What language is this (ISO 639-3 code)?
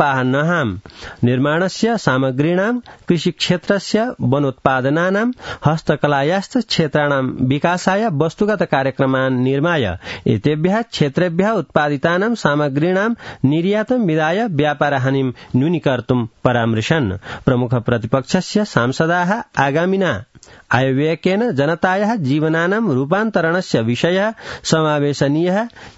san